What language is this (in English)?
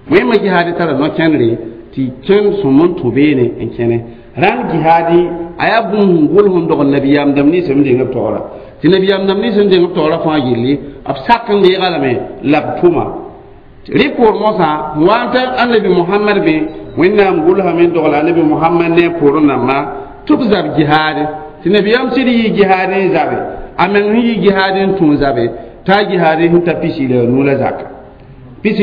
Mossi